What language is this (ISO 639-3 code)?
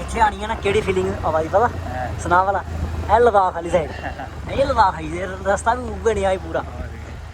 doi